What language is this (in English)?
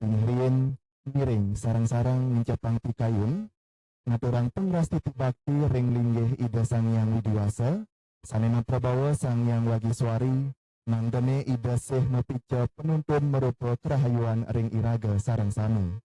Balinese